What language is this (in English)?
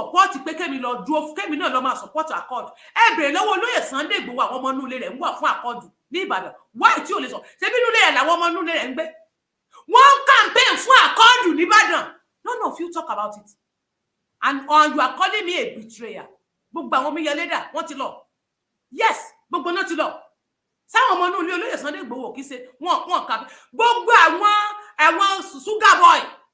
Yoruba